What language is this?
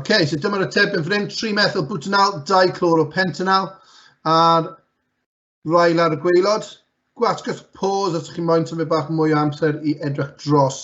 Welsh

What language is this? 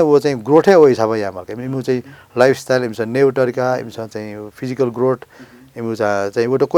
Newari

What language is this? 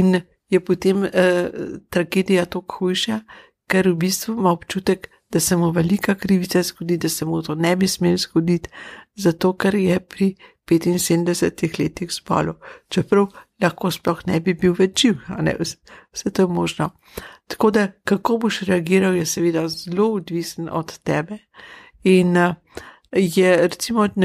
Slovenian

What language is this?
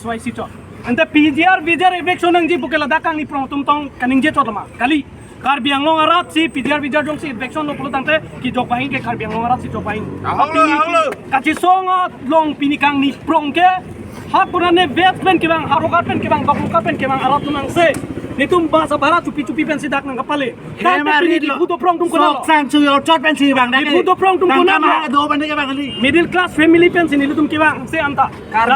Karbi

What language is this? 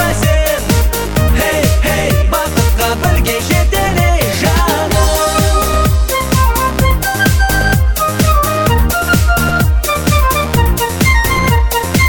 Kazakh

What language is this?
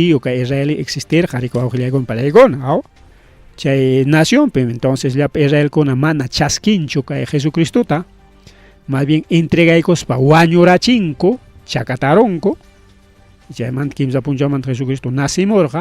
Ayacucho Quechua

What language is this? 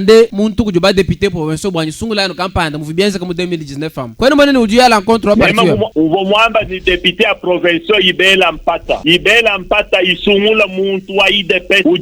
Luba-Lulua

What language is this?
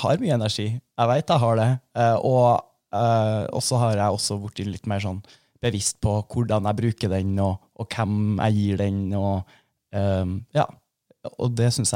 Norwegian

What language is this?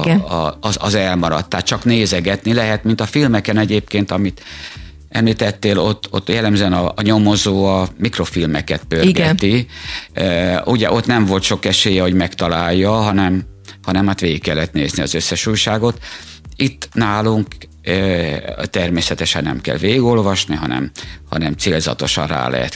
Hungarian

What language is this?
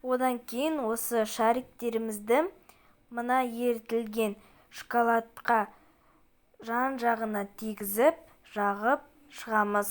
Kazakh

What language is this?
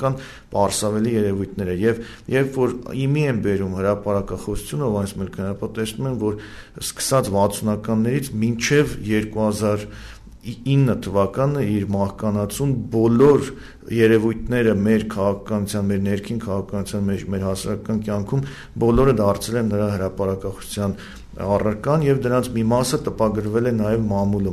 Armenian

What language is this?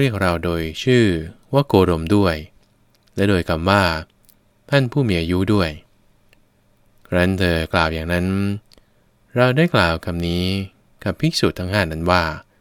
Thai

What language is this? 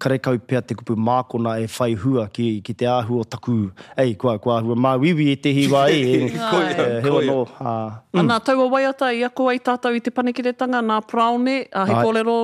Māori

